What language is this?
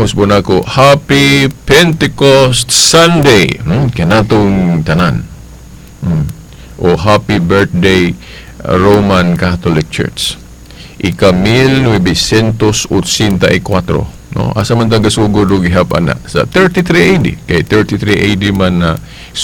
Cebuano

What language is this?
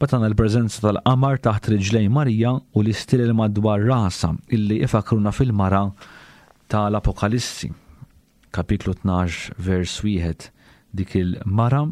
Maltese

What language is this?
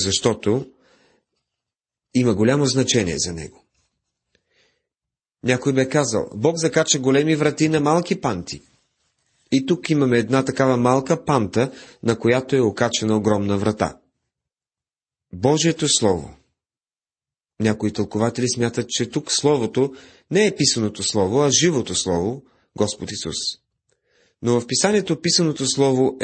Bulgarian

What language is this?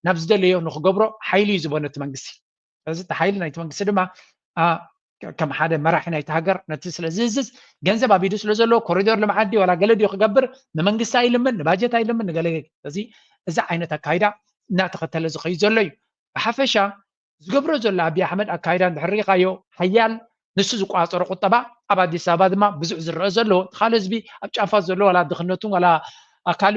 Tigrinya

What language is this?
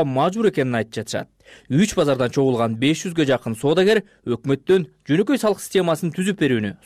Kyrgyz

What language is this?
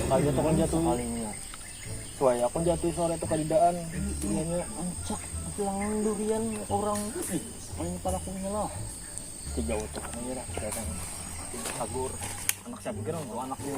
Banjar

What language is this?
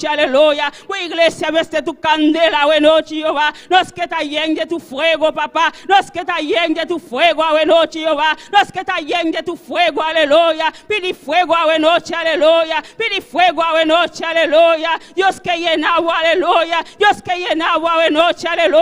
Papiamento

